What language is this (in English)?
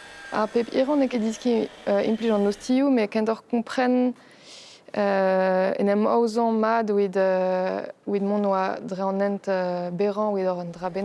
Breton